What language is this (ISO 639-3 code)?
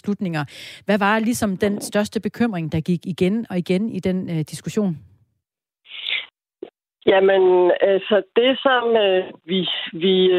dan